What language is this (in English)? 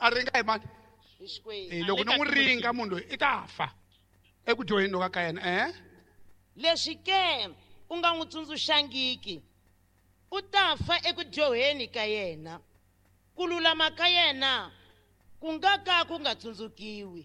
Tsonga